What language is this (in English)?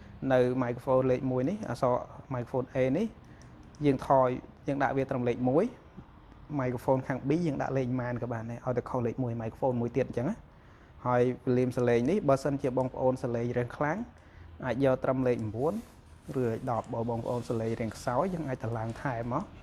Khmer